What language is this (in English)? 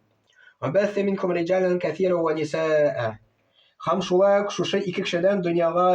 Tatar